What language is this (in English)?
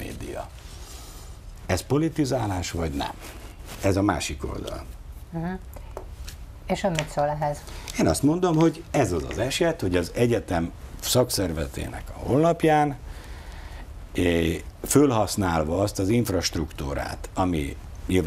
Hungarian